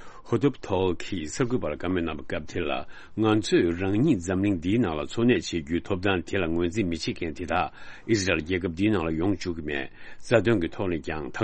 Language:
Tibetan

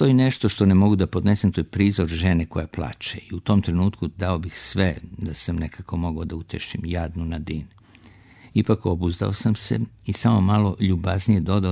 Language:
Serbian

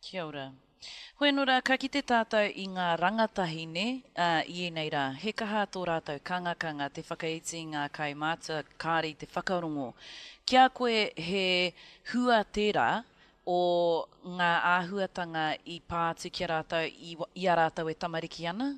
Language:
Māori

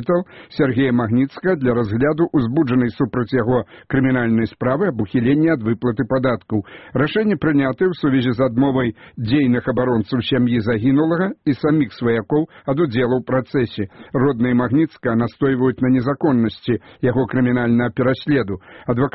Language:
Belarusian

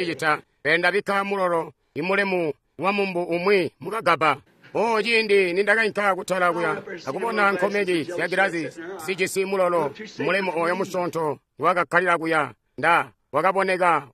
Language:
Tonga (Zambia)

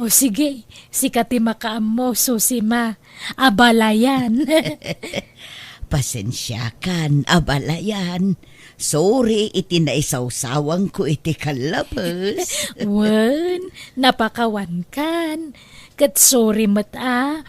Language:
Iloko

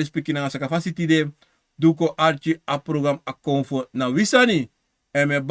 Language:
Sranan Tongo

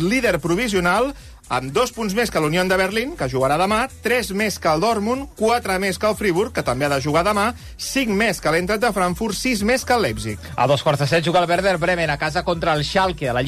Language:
Catalan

